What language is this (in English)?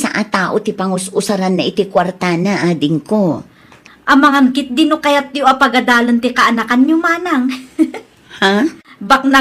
Iloko